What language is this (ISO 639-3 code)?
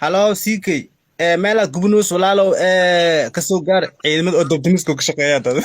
som